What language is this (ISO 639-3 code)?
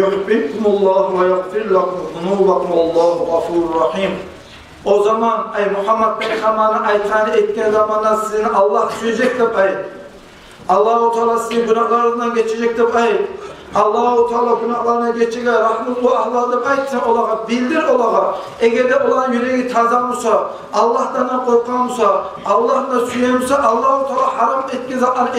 kum